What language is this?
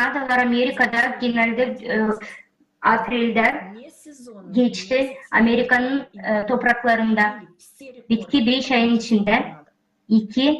Gagauz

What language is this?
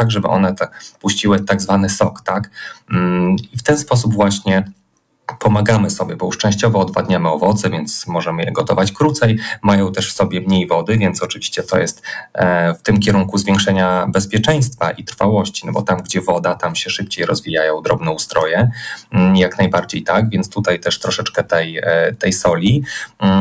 Polish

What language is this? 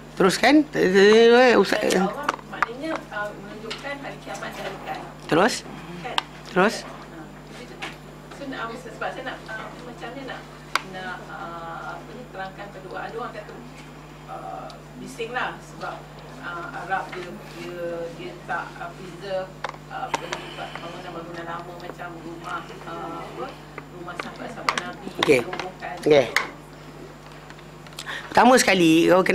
Malay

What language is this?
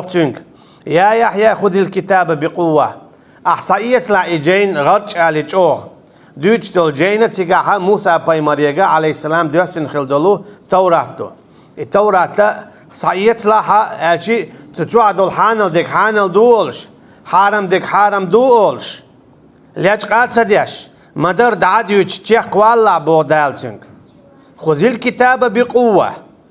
Chechen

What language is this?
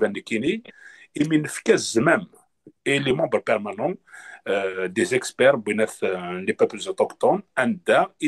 Kabyle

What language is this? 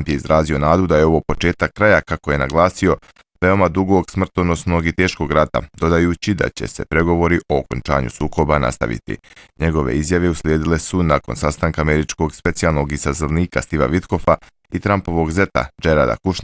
Bosnian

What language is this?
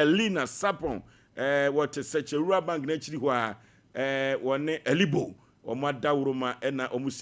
Akan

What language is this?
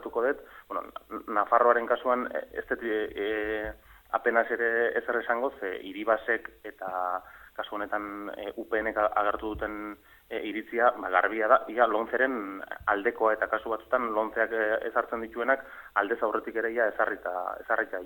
Basque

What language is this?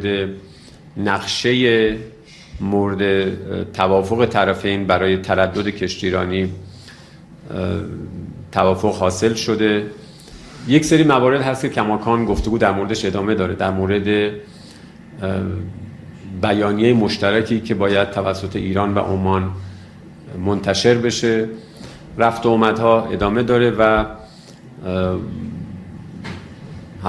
Persian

